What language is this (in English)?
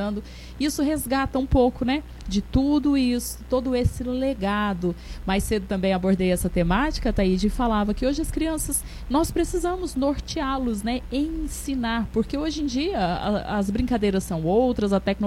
Portuguese